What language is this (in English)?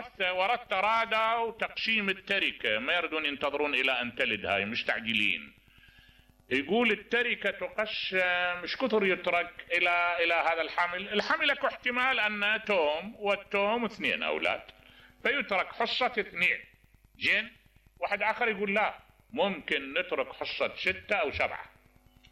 Mesopotamian Arabic